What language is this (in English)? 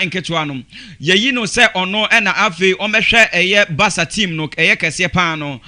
Akan